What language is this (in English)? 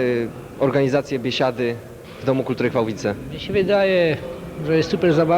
Silesian